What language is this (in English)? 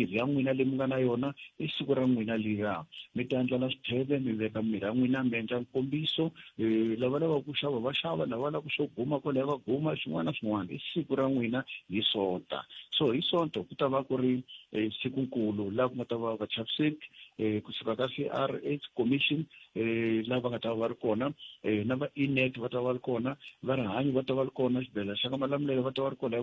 Tsonga